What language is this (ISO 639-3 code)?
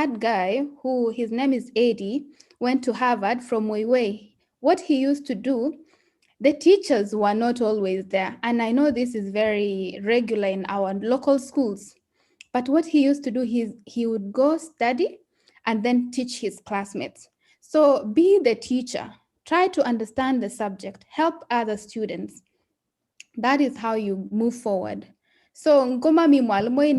kln